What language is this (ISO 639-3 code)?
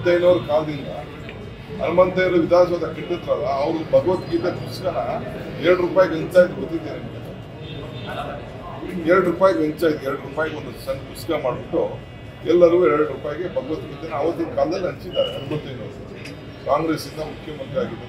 kan